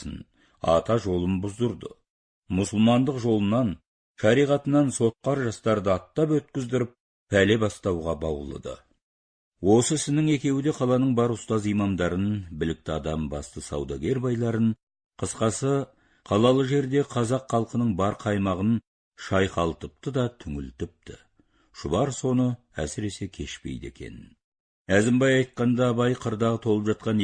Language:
Kazakh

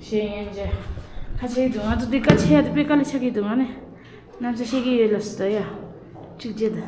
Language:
Tibetan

